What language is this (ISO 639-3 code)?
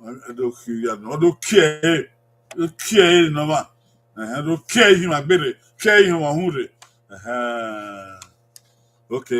bin